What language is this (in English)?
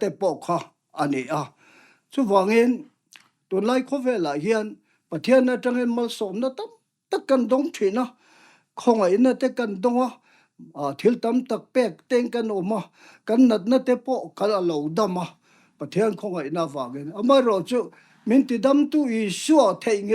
Mizo